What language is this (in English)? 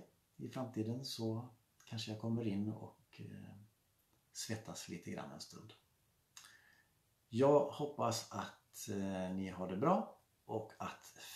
Swedish